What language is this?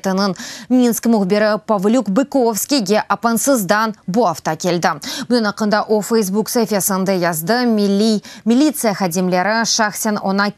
Crimean Tatar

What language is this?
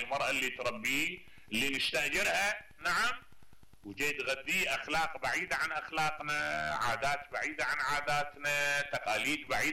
Mesopotamian Arabic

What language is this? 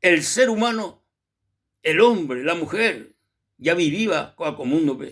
Guarani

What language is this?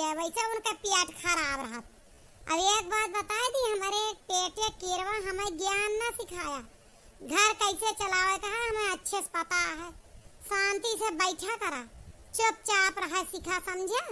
Awadhi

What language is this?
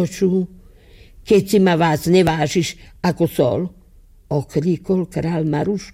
Slovak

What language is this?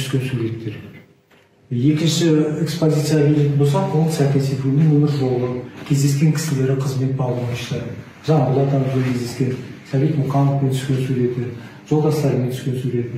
Kazakh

